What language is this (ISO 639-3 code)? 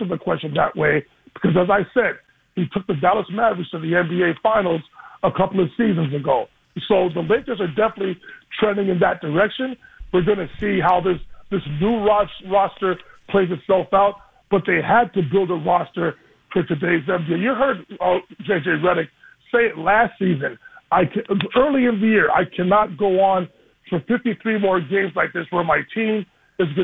eng